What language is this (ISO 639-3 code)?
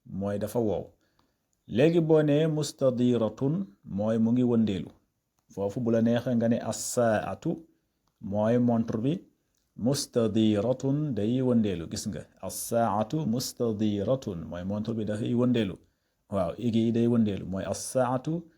wol